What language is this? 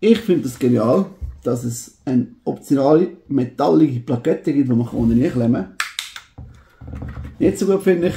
Swiss German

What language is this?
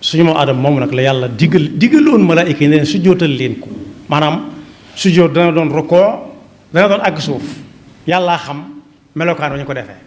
Wolof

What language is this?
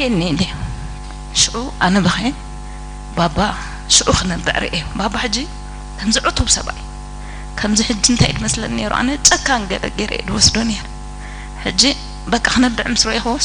Tigrinya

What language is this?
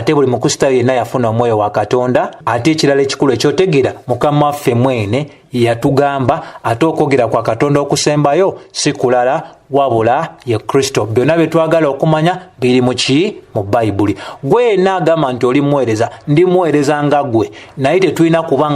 Ganda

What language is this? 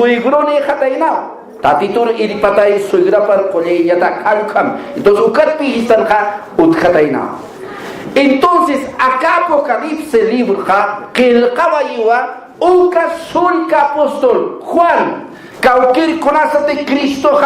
Aymara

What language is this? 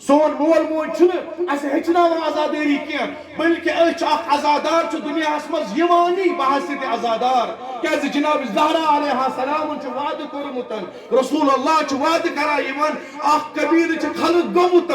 Kashmiri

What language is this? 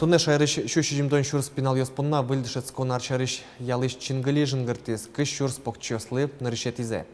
Udmurt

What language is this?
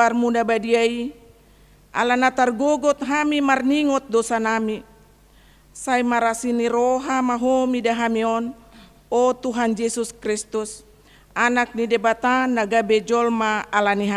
Batak Toba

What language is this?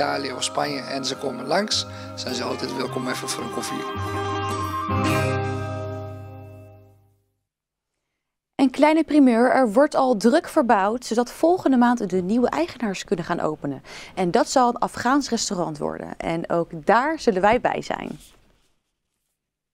Dutch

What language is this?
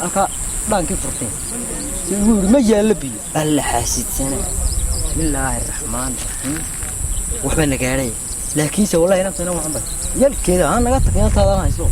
Somali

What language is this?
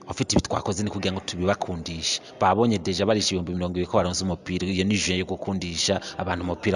Rundi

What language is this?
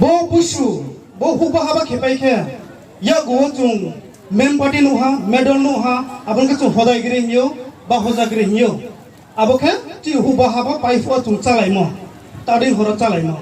Riang (India)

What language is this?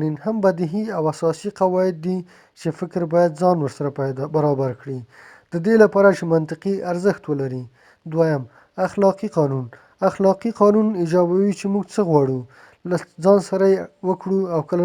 Pashto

